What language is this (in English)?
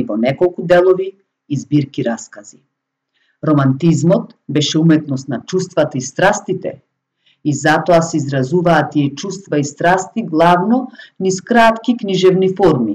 Macedonian